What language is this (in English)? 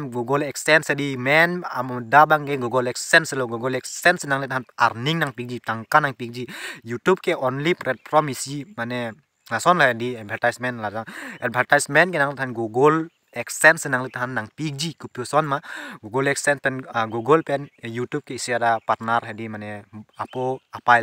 Karbi